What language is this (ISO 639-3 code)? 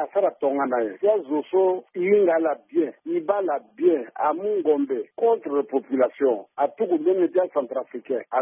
sag